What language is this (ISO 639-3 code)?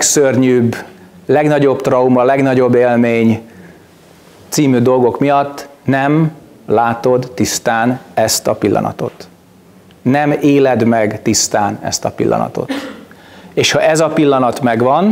hun